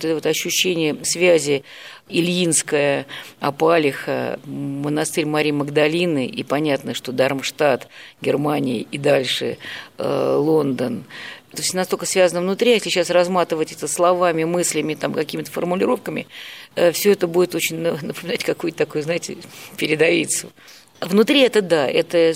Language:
Russian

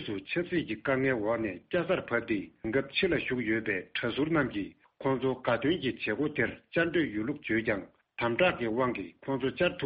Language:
Tibetan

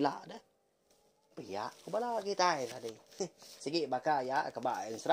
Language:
Iban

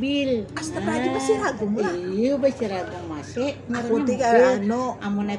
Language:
Banjar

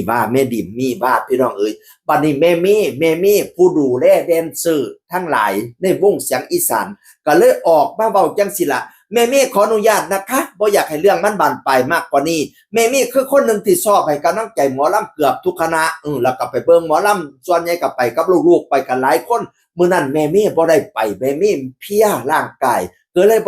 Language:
Northeastern Thai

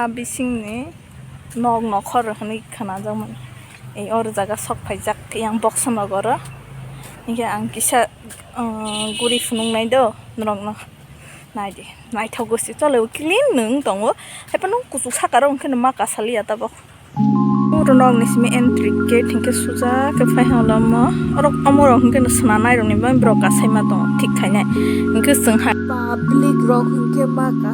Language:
Kok Borok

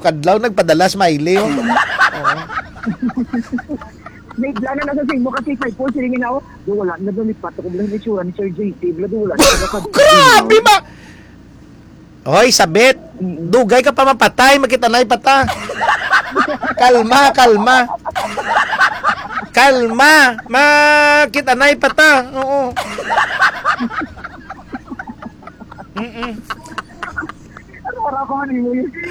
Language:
Filipino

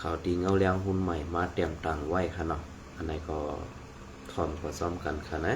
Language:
Shan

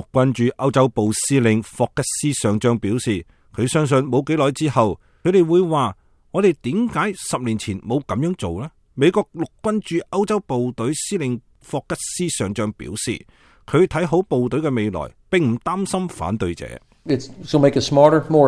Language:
Cantonese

